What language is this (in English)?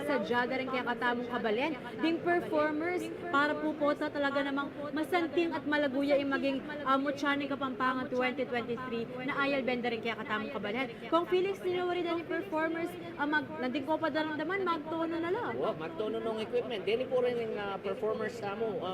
Pampanga